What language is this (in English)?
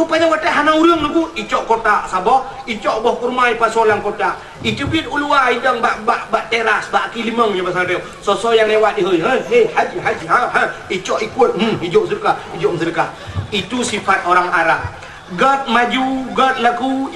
Achinese